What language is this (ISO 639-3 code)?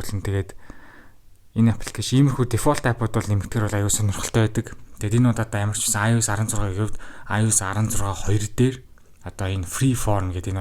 mon